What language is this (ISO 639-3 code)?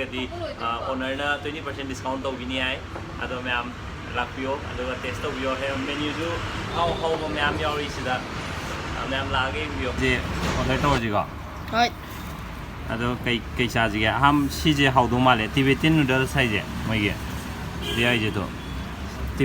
mni